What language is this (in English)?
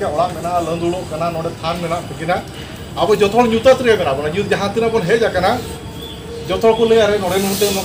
Santali